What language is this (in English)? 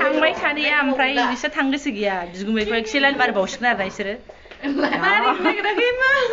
Bodo